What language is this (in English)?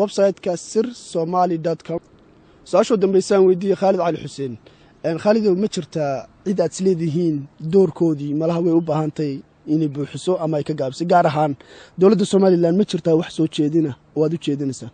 Somali